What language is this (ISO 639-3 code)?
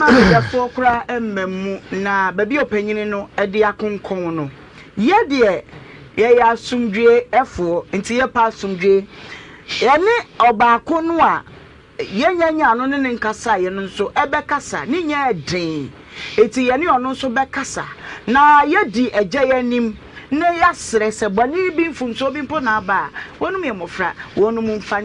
aka